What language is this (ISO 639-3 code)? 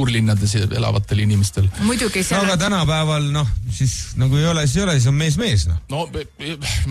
est